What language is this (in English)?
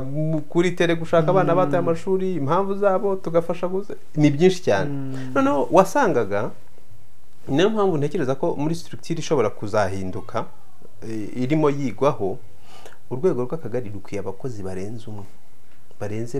Kinyarwanda